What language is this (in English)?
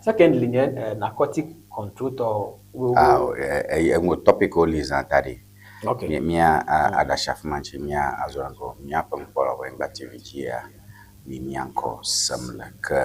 Ewe